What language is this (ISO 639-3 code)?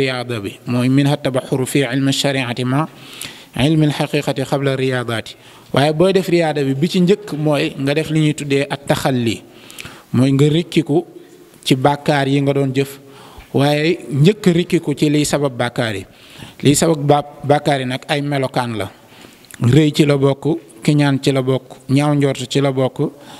wol